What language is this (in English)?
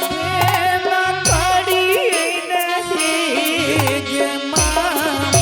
Angika